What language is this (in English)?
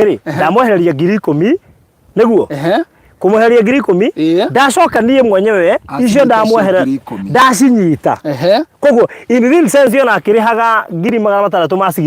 Kikuyu